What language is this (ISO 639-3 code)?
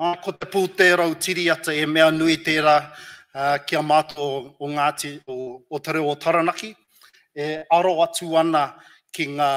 mri